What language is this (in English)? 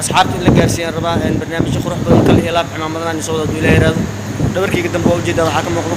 Somali